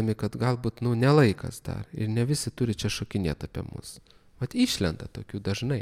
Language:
Lithuanian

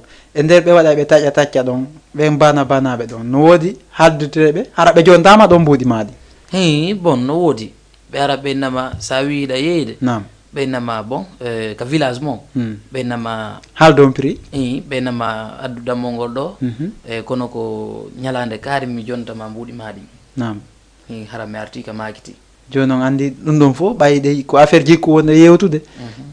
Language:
Fula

